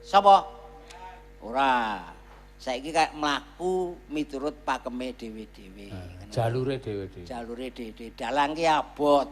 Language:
Javanese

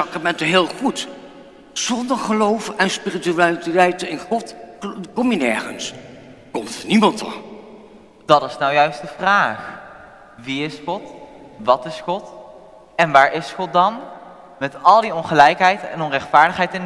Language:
Dutch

